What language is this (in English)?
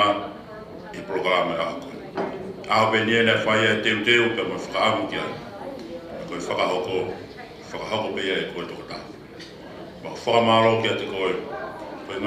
Tongan